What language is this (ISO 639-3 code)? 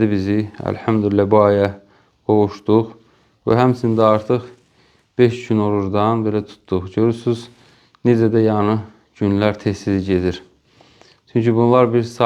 aze